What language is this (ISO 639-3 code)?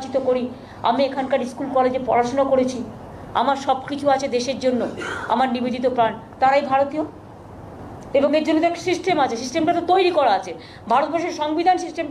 ben